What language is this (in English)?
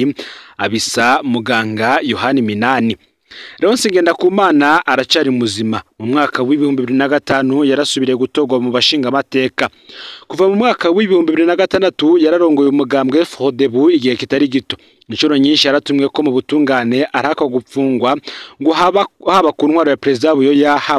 Rundi